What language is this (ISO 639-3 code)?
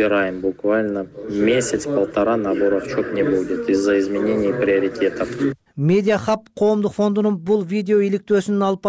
kir